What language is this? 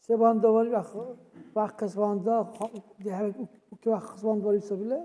Dargwa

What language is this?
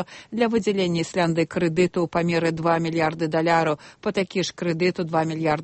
Belarusian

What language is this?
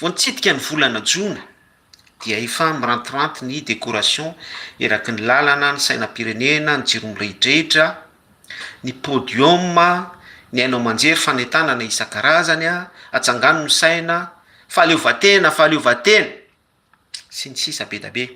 Malagasy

